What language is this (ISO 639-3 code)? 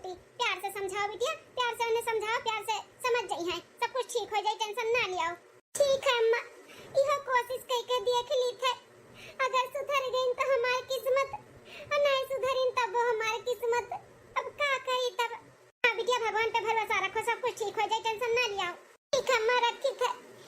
awa